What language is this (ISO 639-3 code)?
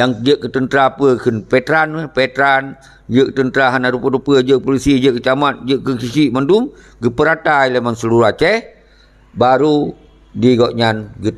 ace